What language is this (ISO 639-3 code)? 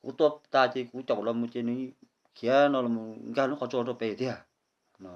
hmn